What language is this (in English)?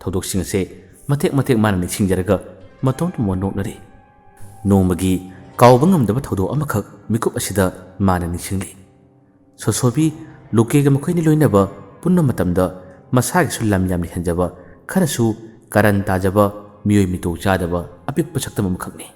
Manipuri